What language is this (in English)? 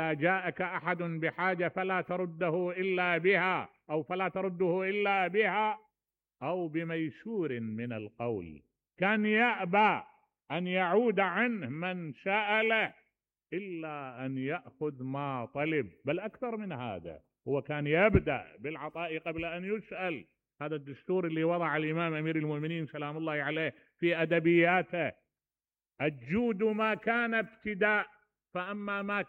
Mesopotamian Arabic